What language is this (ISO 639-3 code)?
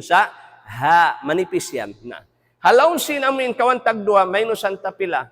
tsg